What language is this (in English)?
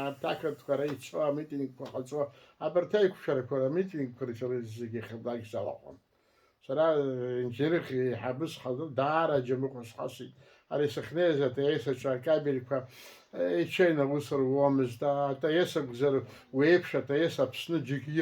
Abkhazian